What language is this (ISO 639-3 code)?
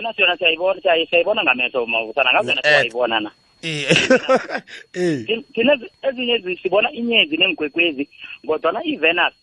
nbl